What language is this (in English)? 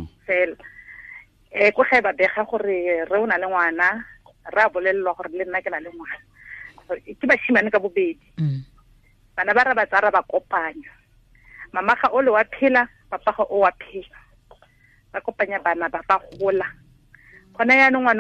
Tswana